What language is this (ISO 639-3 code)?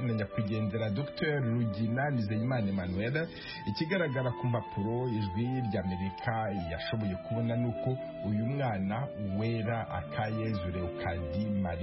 kin